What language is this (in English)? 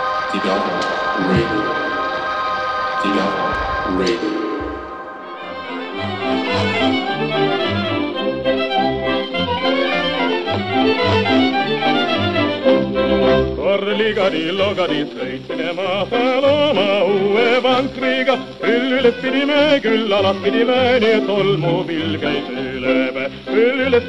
Estonian